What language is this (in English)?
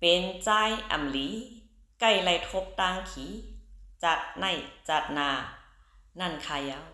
Shan